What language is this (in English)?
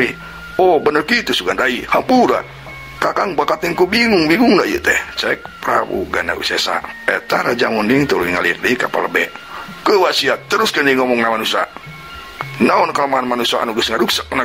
Sundanese